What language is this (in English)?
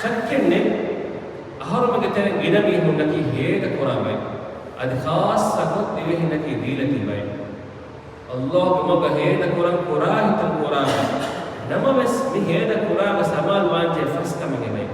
Divehi